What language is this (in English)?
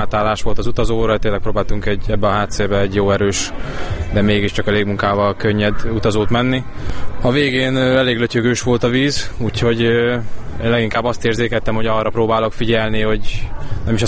Hungarian